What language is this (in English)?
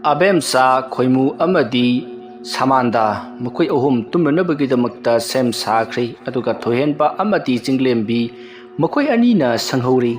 Manipuri